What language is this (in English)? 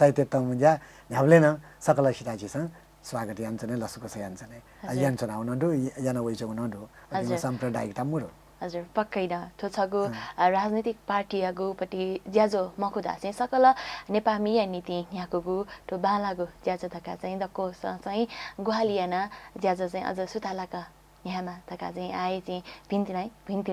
Newari